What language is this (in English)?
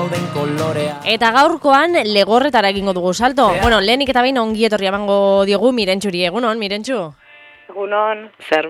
Basque